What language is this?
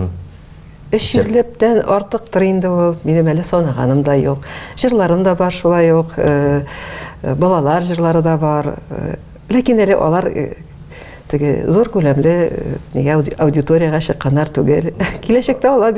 Tatar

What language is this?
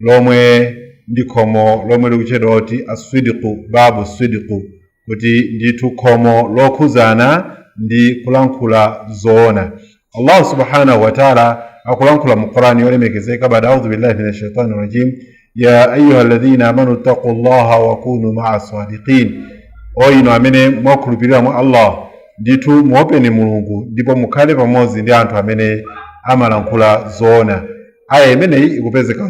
Nyanja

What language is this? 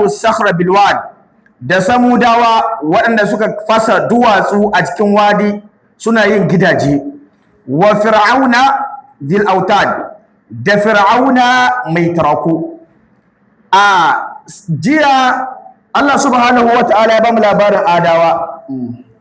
Hausa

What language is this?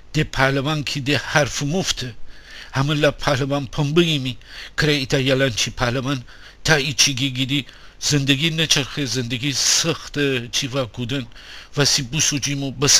Gilaki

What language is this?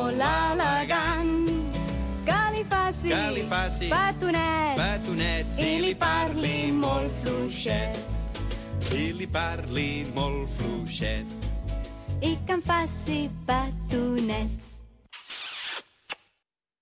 Catalan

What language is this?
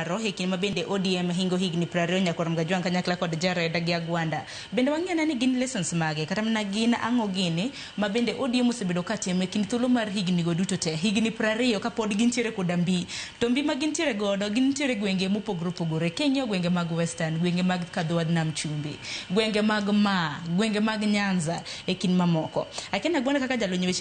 Luo (Kenya and Tanzania)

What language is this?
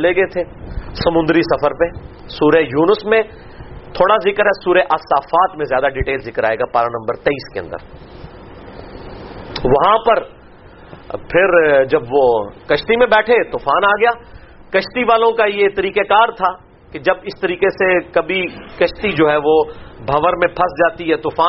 Urdu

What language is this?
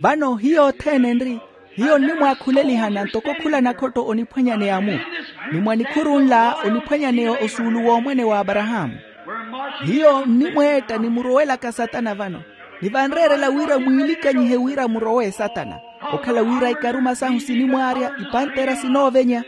Makhuwa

